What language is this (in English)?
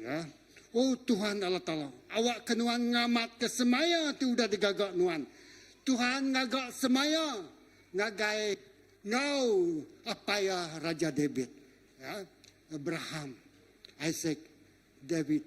Iban